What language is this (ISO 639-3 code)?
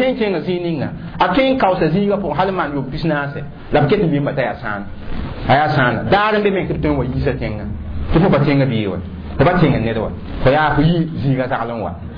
mos